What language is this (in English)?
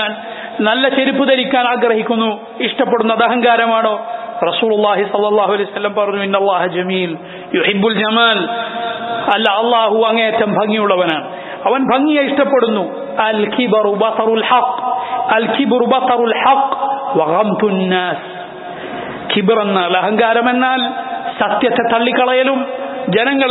Malayalam